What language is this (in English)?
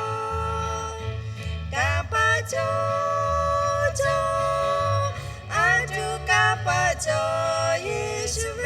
Lahu